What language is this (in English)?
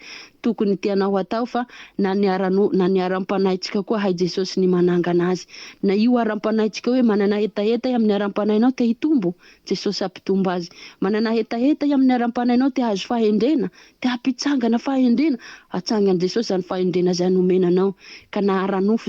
Malagasy